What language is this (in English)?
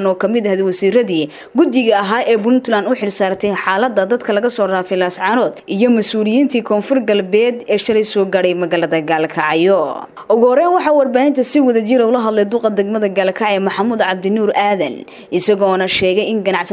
Somali